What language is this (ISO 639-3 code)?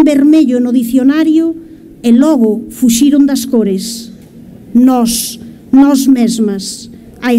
glg